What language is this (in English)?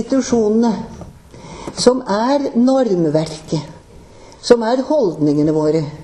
Norwegian